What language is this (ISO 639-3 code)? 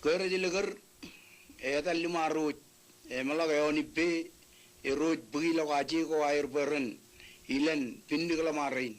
mah